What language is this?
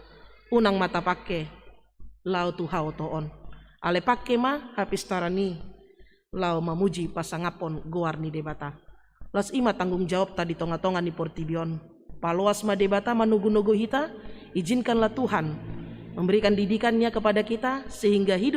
Batak Toba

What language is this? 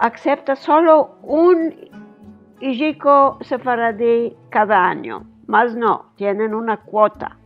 Ladino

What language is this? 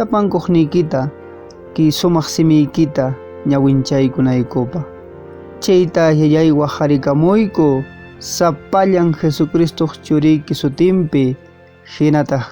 Quechua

